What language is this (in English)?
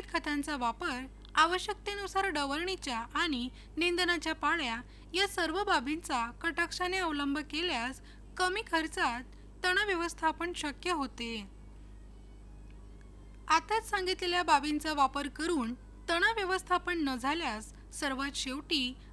Marathi